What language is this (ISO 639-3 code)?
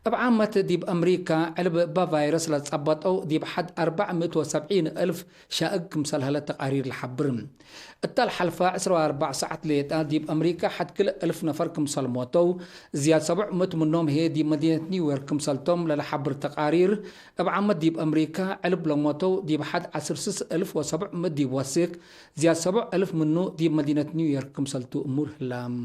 tig